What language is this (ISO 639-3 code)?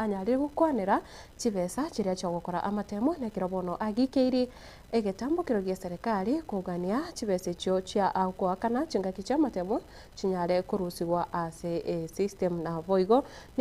guz